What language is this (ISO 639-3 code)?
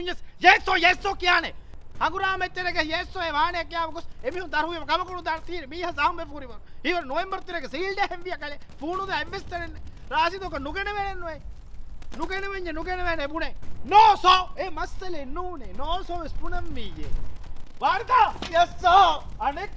div